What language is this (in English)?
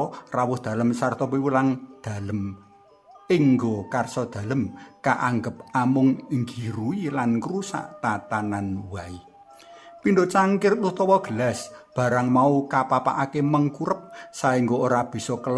Javanese